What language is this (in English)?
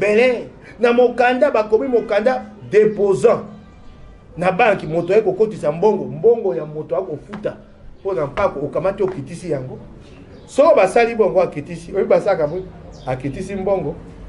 Lingala